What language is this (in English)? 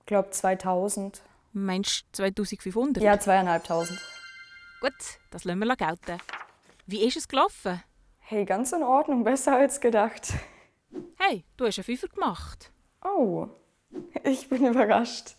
Swiss German